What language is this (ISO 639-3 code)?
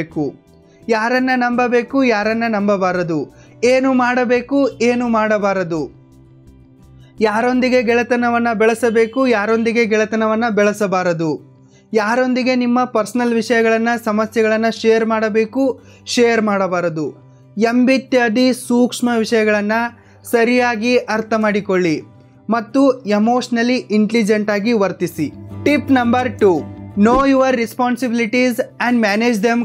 kan